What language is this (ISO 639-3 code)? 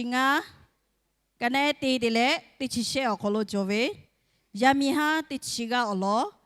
lhu